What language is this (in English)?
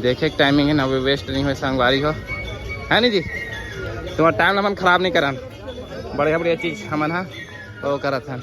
Chhattisgarhi